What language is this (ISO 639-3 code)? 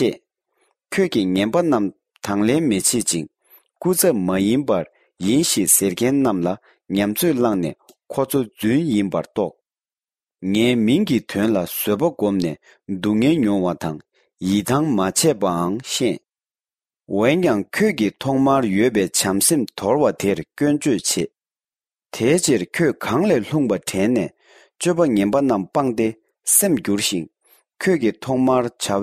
bod